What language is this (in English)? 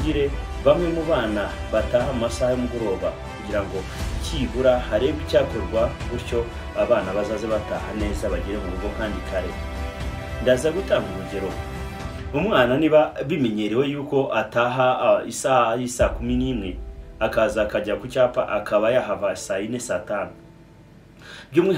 Kinyarwanda